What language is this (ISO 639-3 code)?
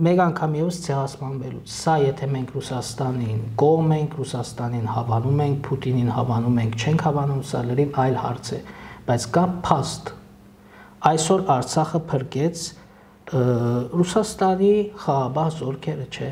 hye